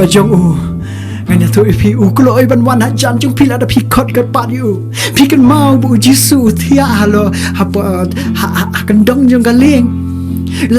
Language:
Khasi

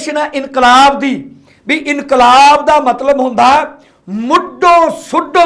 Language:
Punjabi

